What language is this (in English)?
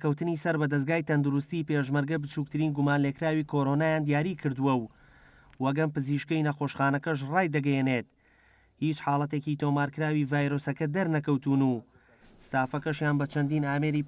Central Kurdish